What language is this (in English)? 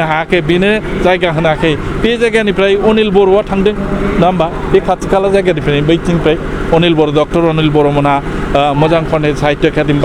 Bodo